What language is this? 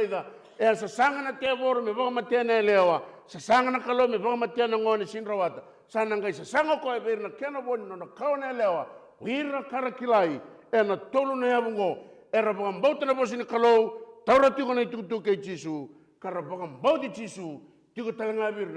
Fijian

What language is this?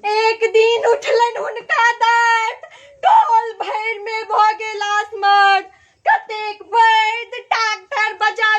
Maithili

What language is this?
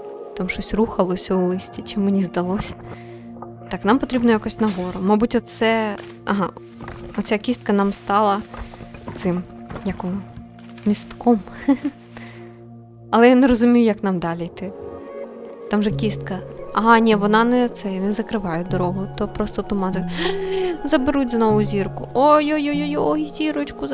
Ukrainian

